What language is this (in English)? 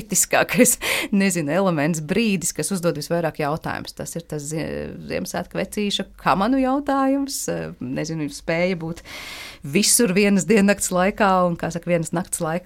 Latvian